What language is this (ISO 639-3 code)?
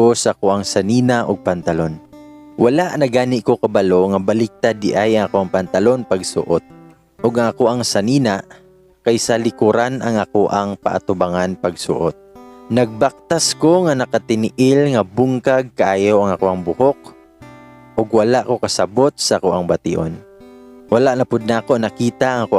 ceb